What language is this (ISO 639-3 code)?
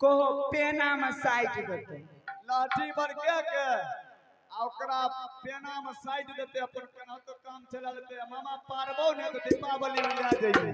mai